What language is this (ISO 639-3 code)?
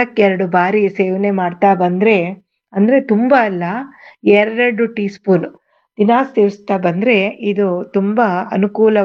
kan